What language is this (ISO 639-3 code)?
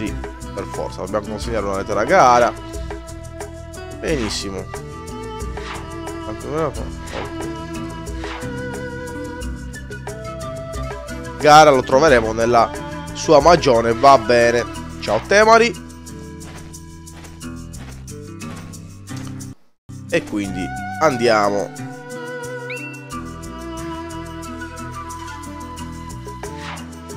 ita